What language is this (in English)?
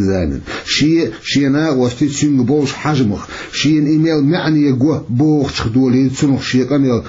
Chechen